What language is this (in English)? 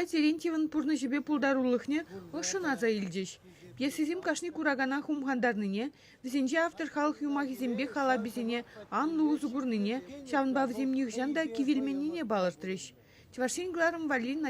Chuvash